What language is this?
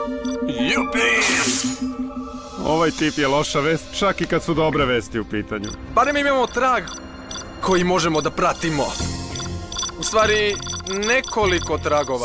Serbian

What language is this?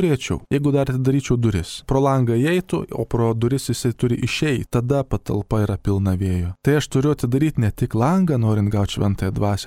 Lithuanian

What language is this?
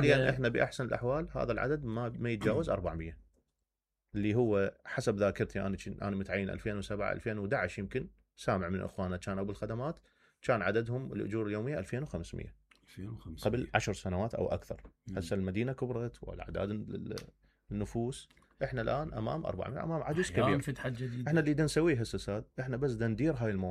Mesopotamian Arabic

